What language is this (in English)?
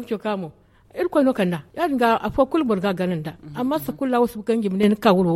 Zarma